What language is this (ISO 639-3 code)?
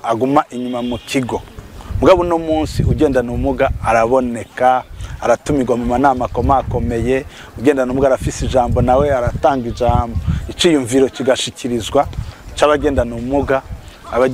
run